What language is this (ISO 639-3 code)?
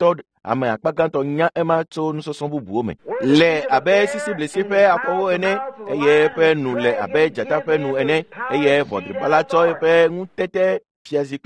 ewe